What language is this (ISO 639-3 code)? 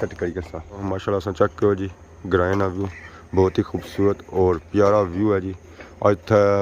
phr